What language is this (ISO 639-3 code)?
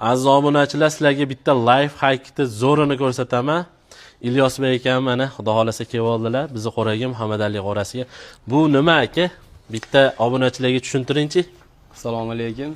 uzb